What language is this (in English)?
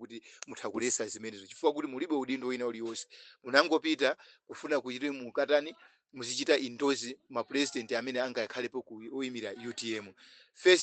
Nyanja